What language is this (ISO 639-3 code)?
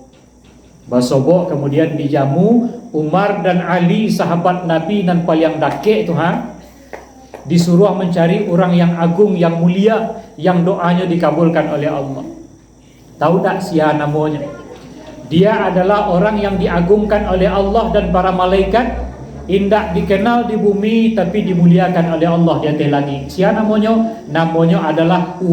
min